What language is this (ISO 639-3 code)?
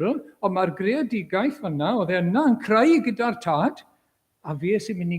cym